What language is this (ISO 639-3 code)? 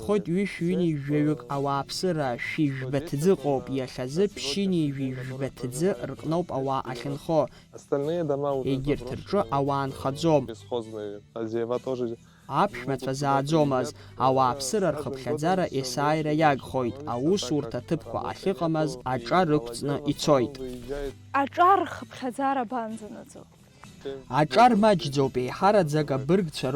abk